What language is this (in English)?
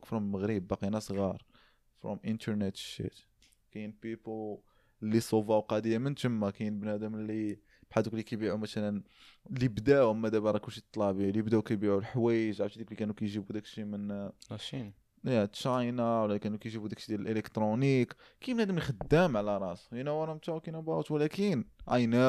Moroccan Arabic